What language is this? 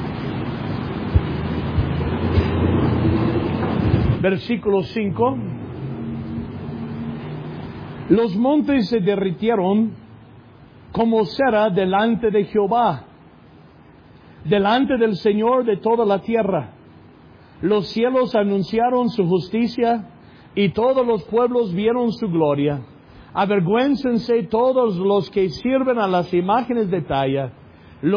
Spanish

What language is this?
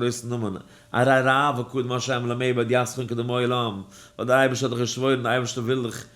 Yiddish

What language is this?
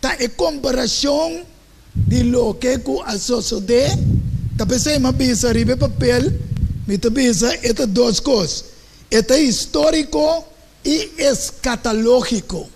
Papiamento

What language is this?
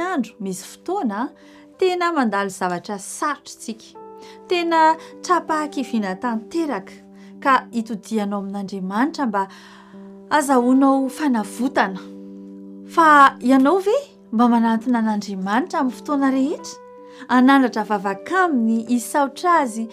Malagasy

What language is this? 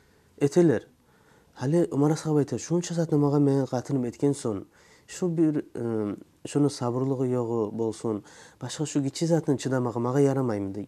Kumyk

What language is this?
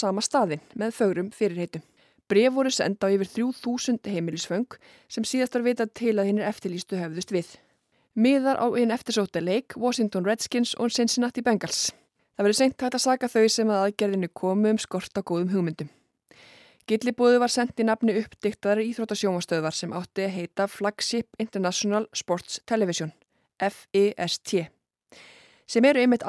Icelandic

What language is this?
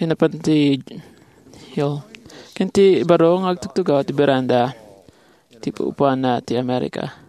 Iloko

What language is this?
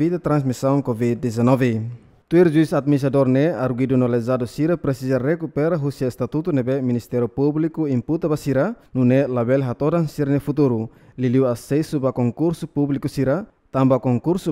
Tetum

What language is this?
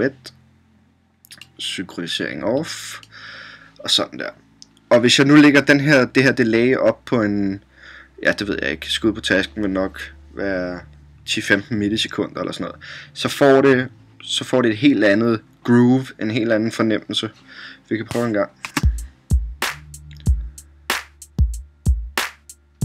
Danish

